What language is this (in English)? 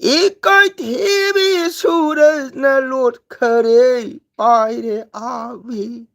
Manipuri